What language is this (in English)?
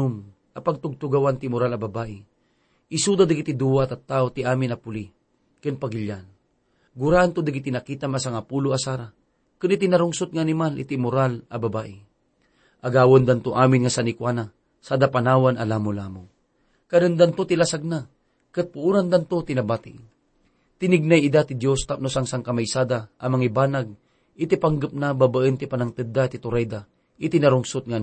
Iloko